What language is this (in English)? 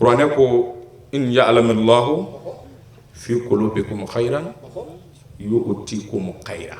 Bambara